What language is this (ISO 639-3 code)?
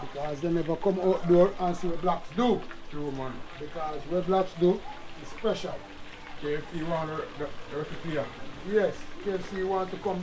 jam